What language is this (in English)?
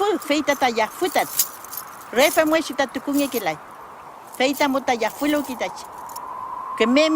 Mapuche